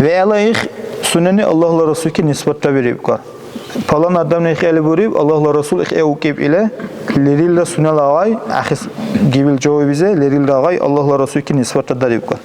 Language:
Dargwa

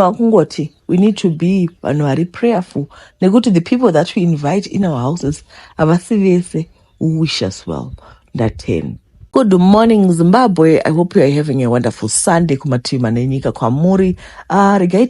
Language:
Shona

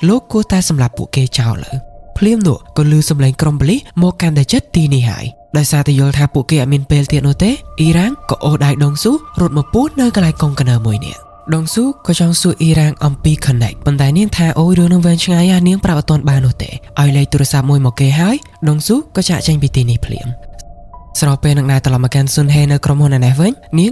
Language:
Khmer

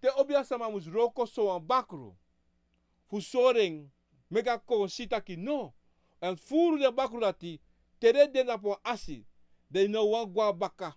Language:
Sranan Tongo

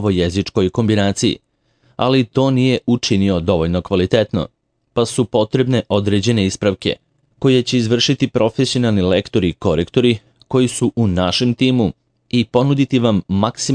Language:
Serbian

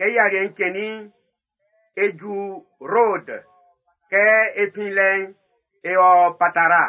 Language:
Baoulé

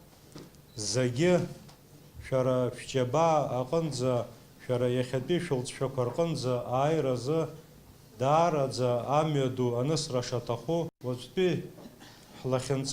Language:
Abkhazian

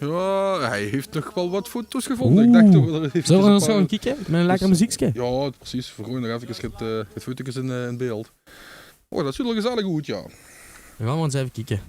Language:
Limburgish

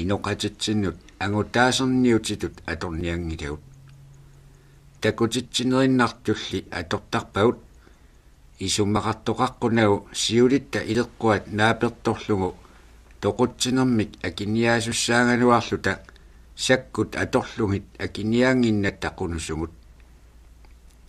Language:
Kalaallisut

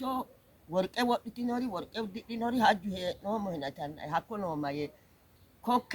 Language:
Sidamo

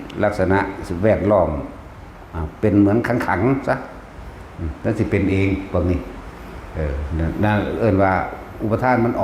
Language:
Northeastern Thai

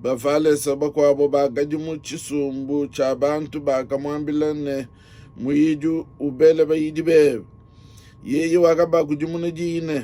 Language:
Luba-Lulua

